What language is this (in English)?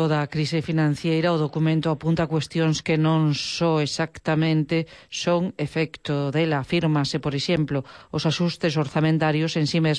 Galician